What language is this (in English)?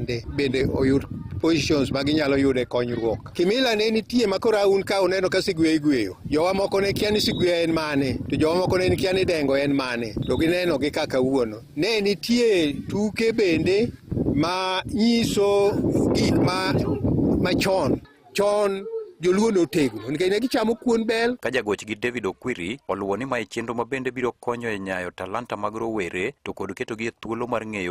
Luo (Kenya and Tanzania)